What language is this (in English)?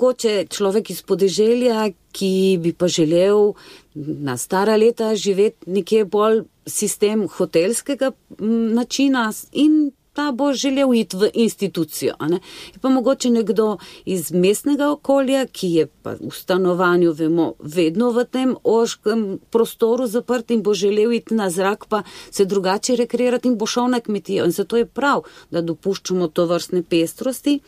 Slovenian